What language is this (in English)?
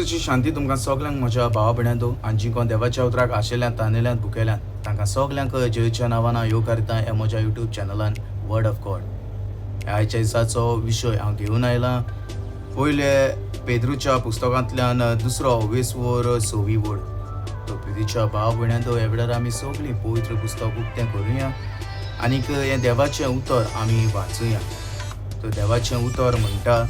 Konkani